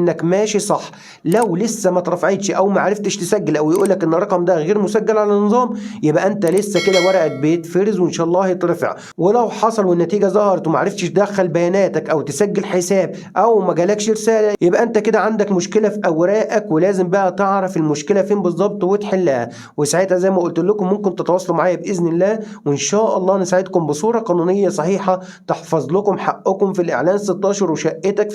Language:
Egyptian Arabic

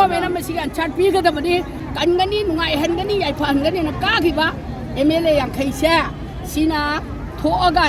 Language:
Manipuri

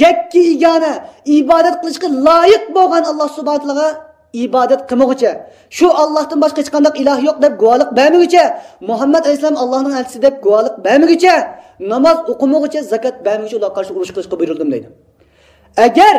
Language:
Uyghur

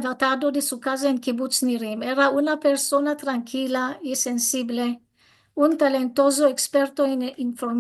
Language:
Ladino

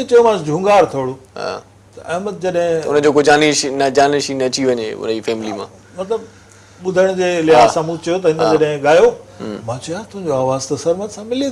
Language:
Sindhi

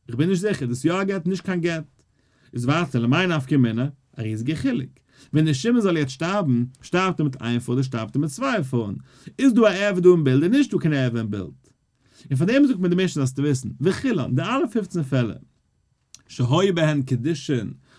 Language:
Yiddish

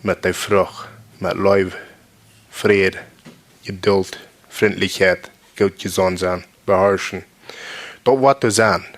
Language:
Plautdietsch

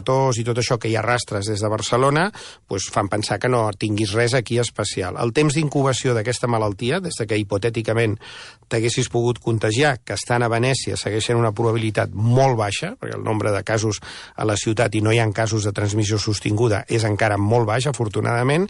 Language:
Catalan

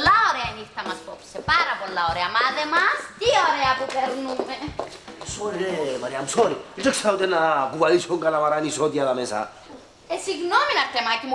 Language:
Greek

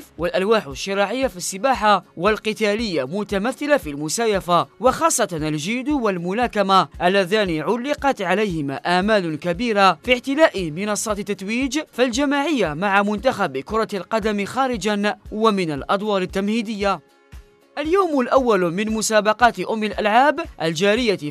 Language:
Arabic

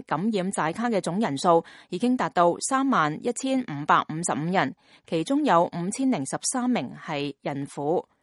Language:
Cantonese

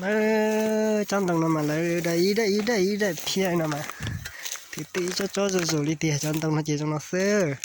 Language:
Hmong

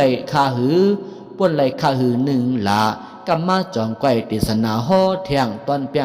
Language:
Shan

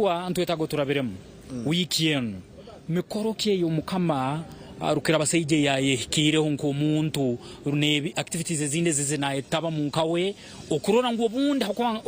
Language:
Nyankole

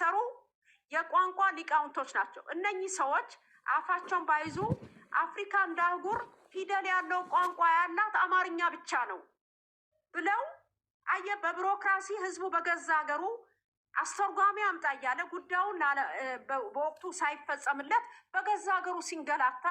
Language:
Amharic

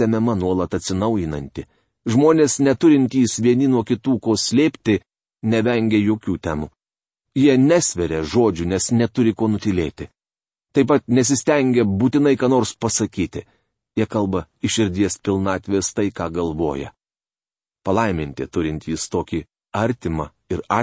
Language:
Lithuanian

